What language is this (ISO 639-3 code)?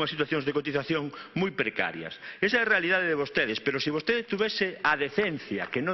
glg